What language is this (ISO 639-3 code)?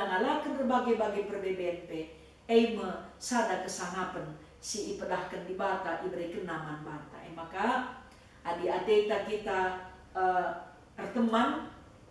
btx